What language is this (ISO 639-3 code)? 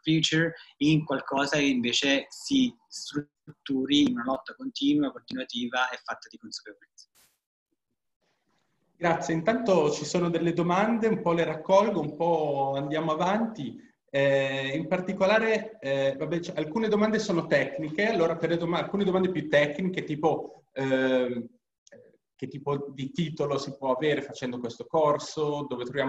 ita